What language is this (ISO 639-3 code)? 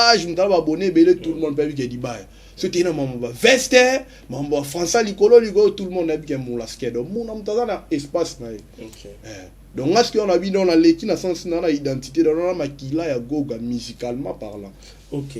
lin